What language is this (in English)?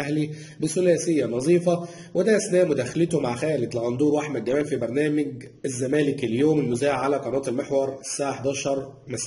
Egyptian Arabic